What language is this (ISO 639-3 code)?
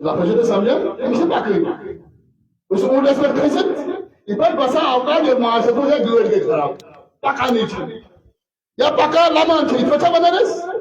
kas